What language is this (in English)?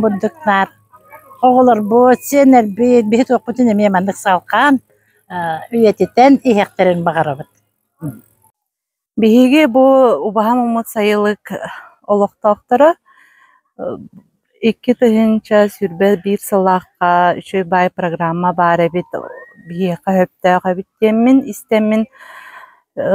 Yakut